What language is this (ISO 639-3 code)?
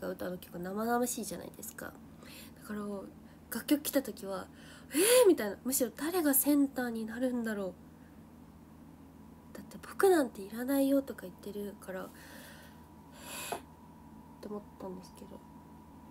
jpn